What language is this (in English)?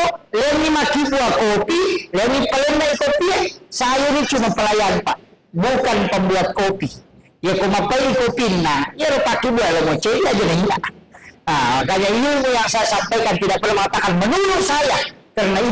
Buginese